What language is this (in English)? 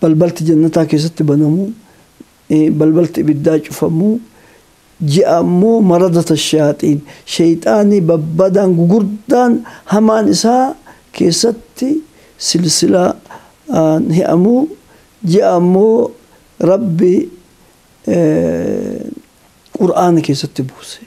Oromo